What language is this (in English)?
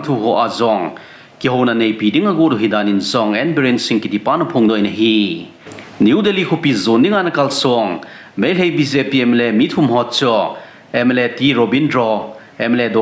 Thado Chin